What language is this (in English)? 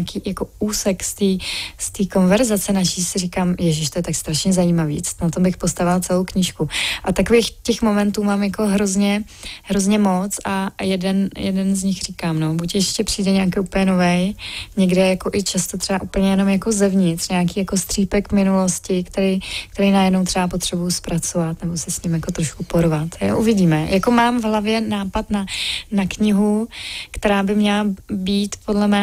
Czech